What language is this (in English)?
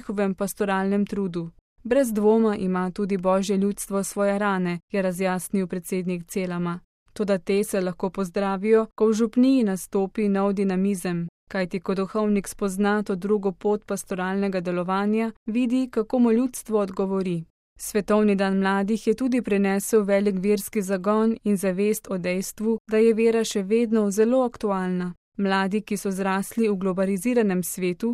Slovenian